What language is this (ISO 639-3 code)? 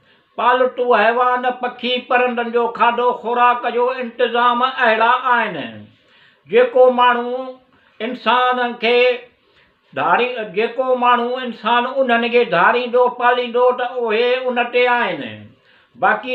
snd